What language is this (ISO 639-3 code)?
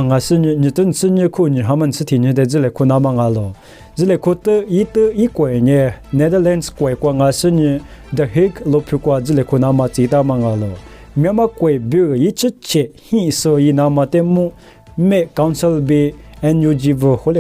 lis